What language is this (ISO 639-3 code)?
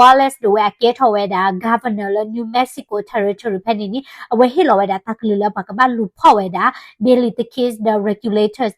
ksw